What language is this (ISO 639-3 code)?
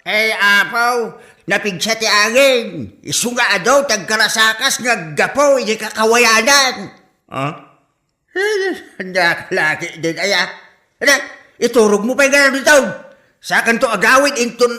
ilo